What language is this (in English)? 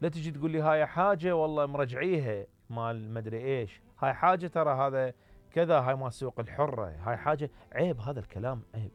Mesopotamian Arabic